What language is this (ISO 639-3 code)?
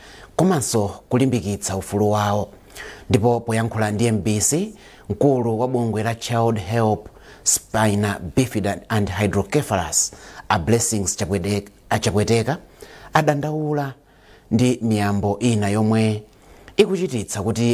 nya